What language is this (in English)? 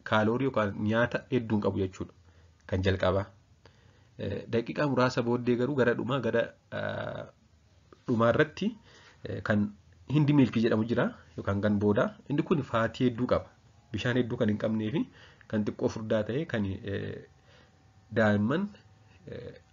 Oromo